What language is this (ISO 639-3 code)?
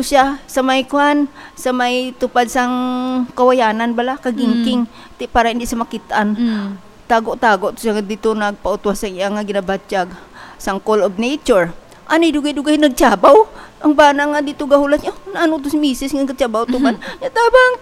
hil